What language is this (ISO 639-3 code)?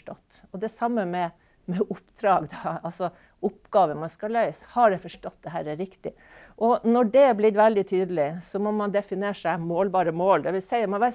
nor